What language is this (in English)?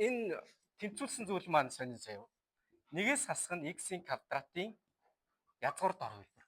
Mongolian